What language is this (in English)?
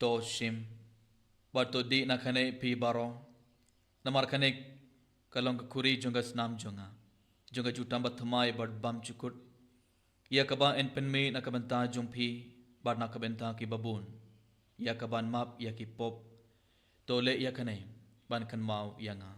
Khasi